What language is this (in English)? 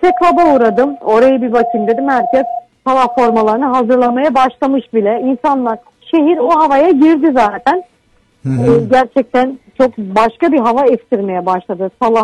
Turkish